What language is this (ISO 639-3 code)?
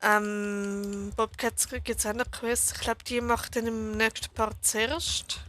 gsw